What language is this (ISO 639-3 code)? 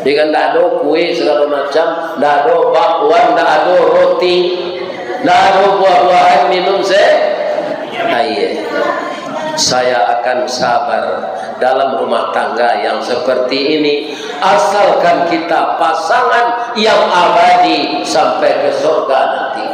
min